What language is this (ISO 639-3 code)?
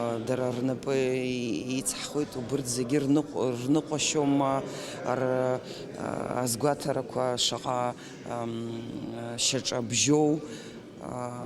abk